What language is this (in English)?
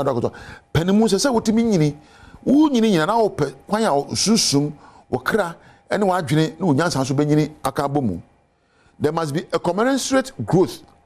Akan